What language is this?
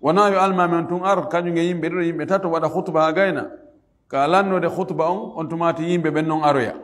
Fula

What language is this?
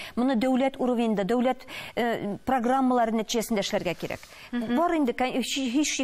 Tatar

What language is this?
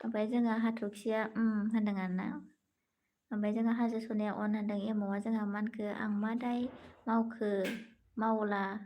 Bodo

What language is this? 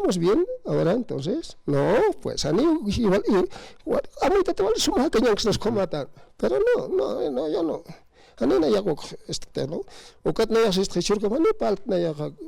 Aymara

